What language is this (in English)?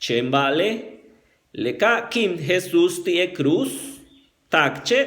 Yucateco